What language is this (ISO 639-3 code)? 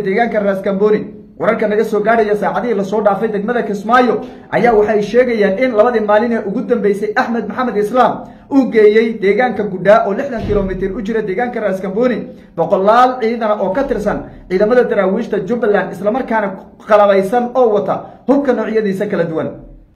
som